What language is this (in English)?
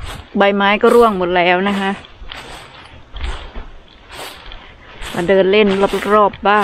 Thai